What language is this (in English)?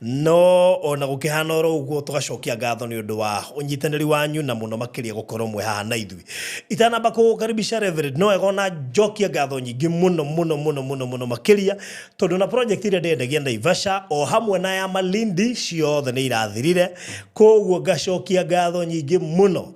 Kikuyu